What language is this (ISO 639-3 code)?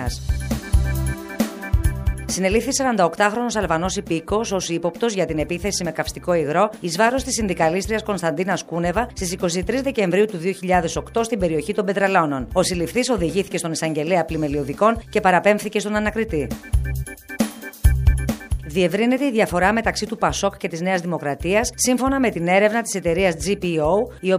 ell